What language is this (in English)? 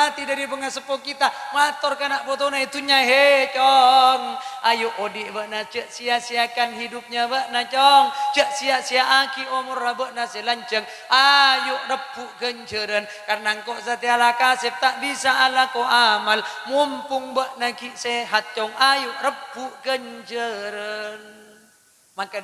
Madurese